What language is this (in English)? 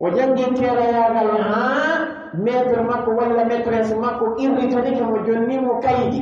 Pular